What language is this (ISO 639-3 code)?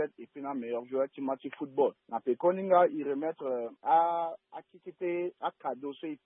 sag